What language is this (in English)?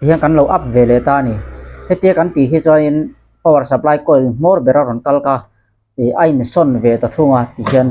Mizo